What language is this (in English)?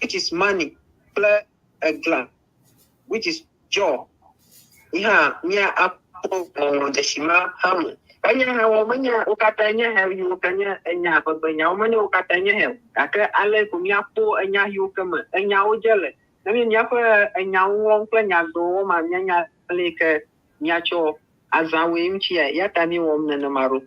Ewe